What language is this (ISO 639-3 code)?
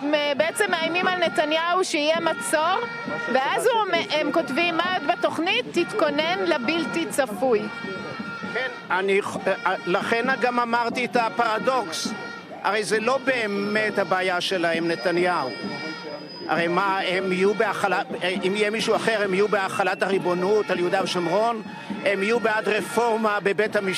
heb